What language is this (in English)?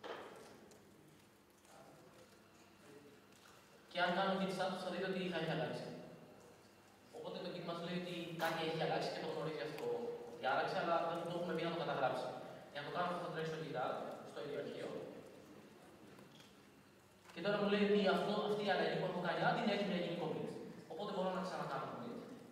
Greek